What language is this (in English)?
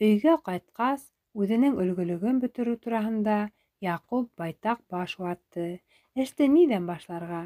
Bashkir